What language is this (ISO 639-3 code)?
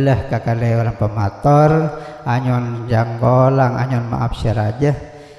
mad